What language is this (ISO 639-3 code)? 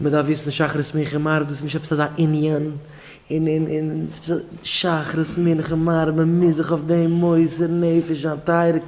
yid